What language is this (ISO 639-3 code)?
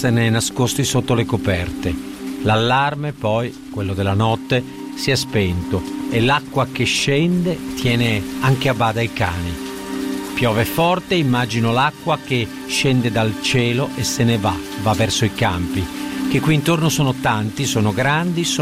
ita